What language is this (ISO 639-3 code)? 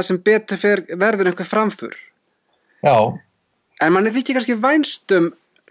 isl